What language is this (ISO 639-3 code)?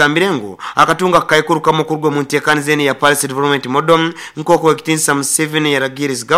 nyo